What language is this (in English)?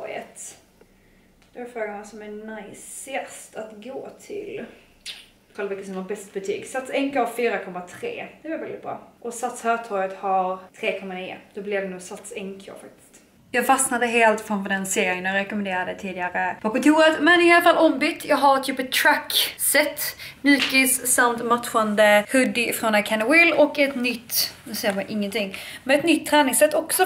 Swedish